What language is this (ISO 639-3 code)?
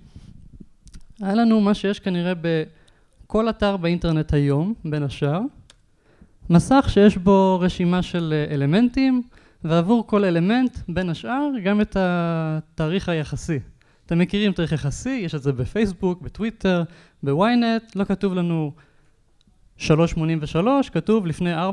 heb